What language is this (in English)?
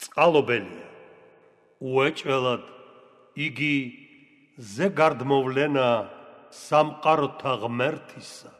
Georgian